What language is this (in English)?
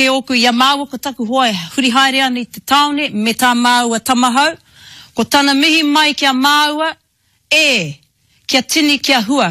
Māori